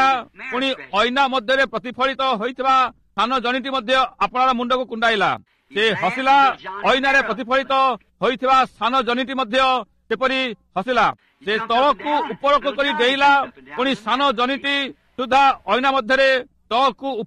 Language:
Odia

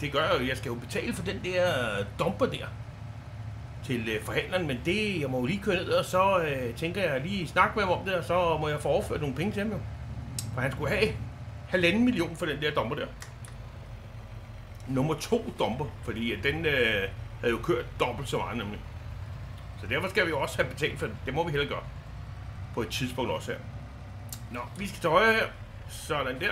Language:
Danish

